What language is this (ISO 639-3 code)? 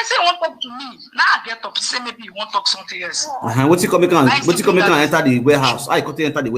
pcm